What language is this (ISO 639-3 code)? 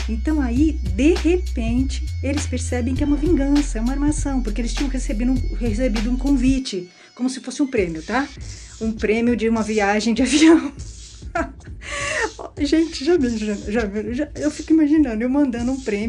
por